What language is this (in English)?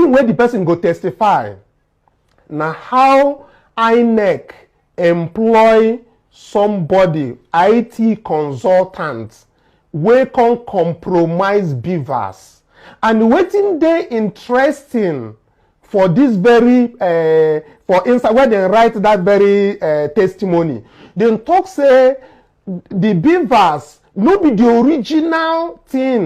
Nigerian Pidgin